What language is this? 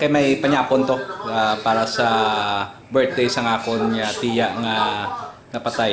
Hiligaynon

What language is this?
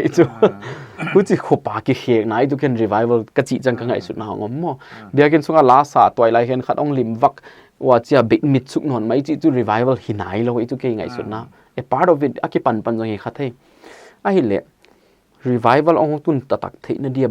Paite Chin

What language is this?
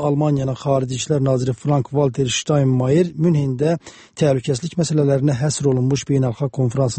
Azerbaijani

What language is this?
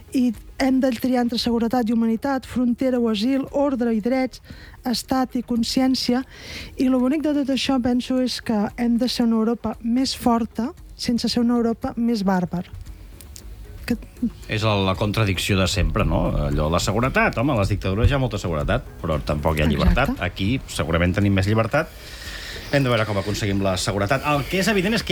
Catalan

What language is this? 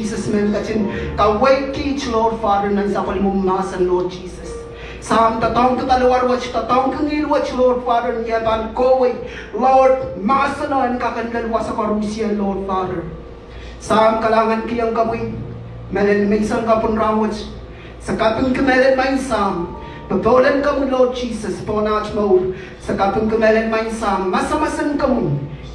Pohnpeian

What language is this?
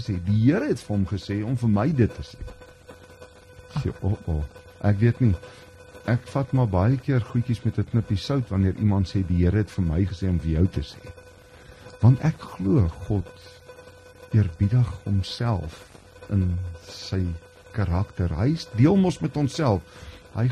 Afrikaans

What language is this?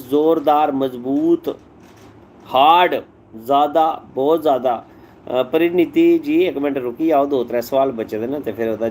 Dogri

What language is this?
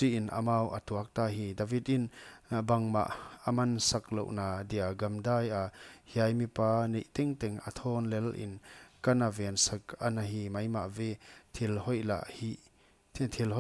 Paite Chin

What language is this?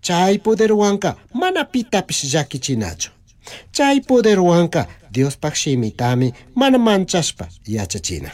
Chimborazo Highland Quichua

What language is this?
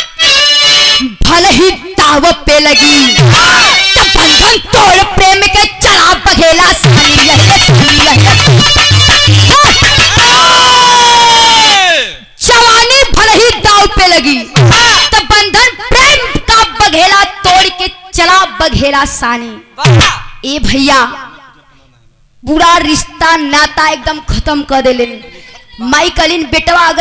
Bhojpuri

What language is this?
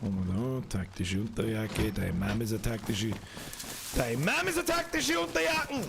Bavarian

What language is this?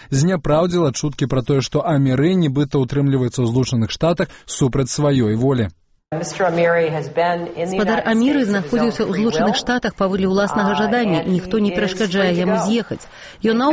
Belarusian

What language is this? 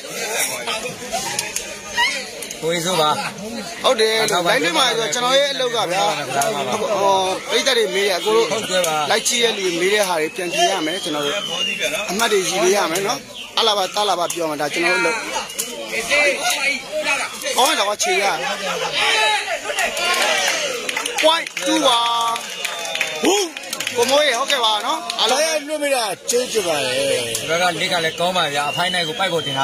Burmese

